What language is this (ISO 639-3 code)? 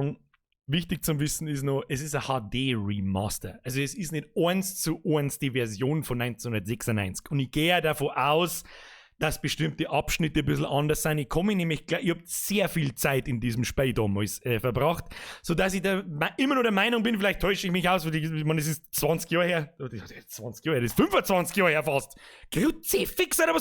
bar